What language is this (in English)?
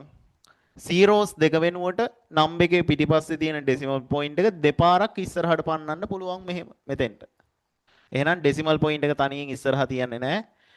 Sinhala